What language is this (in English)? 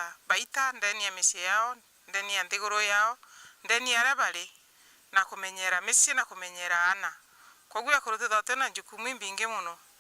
Meru